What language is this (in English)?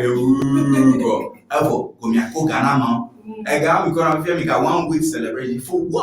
Ewe